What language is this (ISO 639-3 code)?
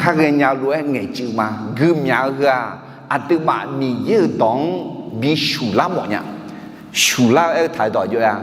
ahk